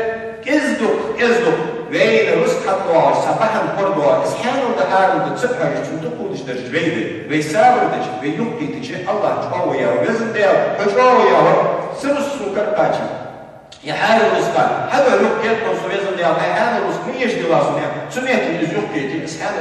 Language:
Ingush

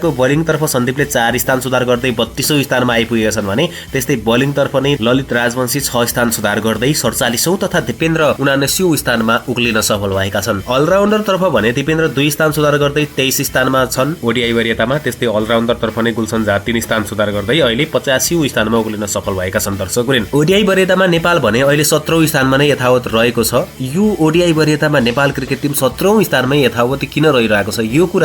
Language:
Nepali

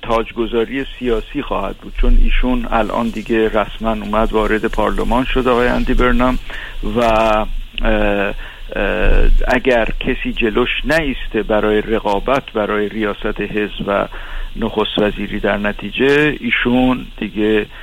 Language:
Persian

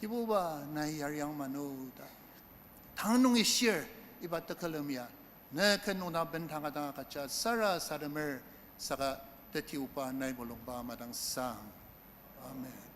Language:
Ao Naga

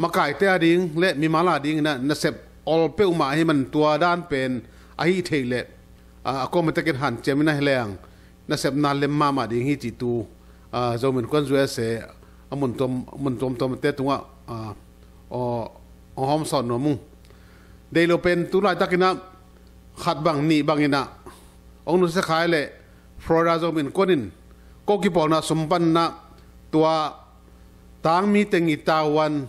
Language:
Tedim Chin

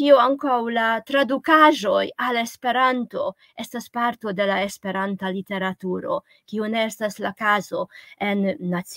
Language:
Esperanto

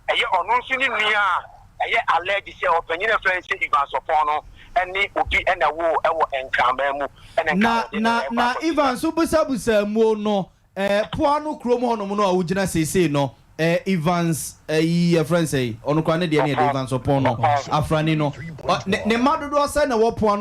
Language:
Akan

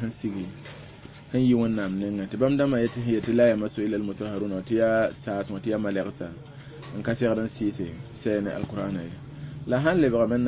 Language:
Mossi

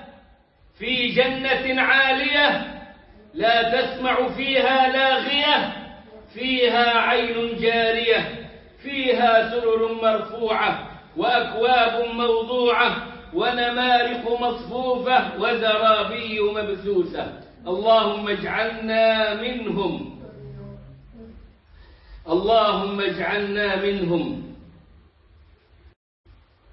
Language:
Arabic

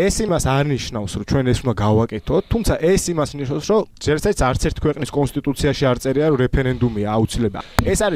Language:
Georgian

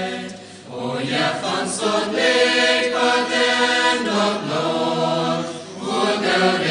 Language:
Plautdietsch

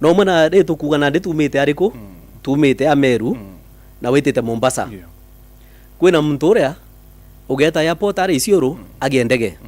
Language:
Meru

